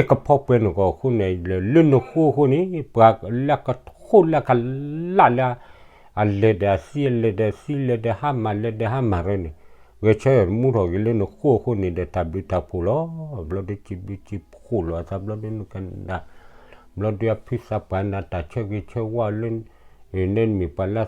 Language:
S'gaw Karen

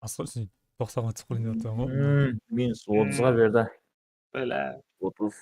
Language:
Kara-Kalpak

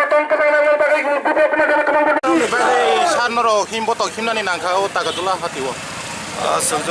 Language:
Kok Borok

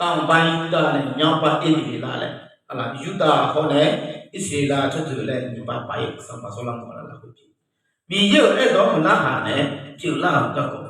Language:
Akha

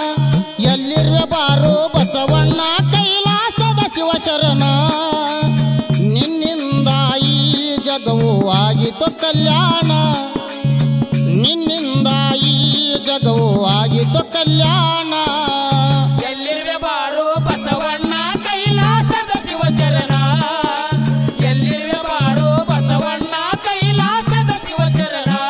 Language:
Kannada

